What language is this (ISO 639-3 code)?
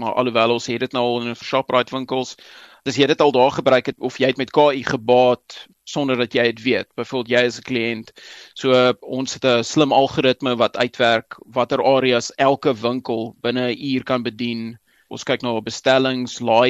afr